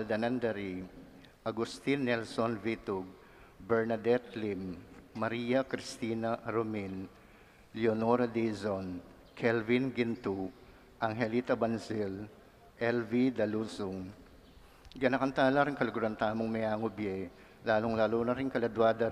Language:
Pampanga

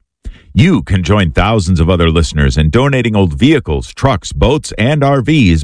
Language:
English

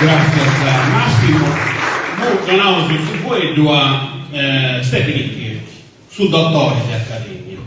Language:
Sardinian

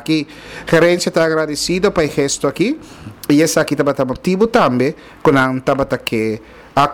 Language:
Papiamento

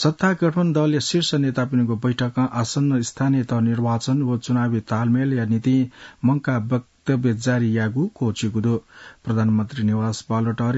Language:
Newari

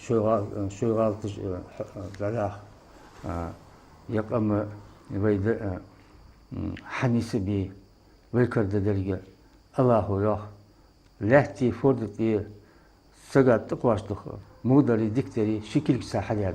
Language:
Ingush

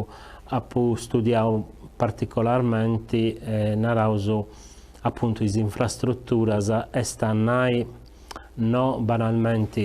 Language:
Sardinian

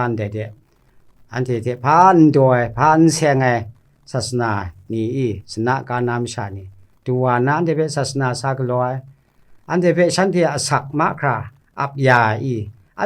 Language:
Kachin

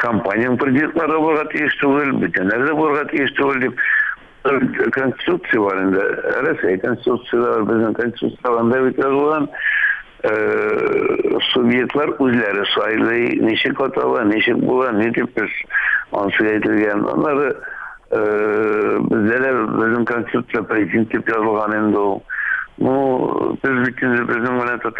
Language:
Tatar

